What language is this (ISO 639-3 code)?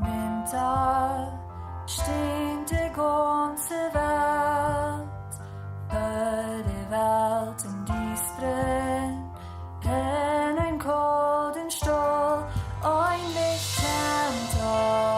pdt